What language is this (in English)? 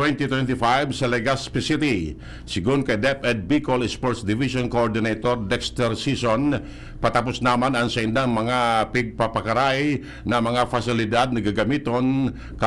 Bikol